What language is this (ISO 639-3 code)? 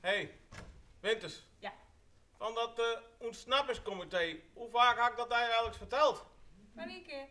fry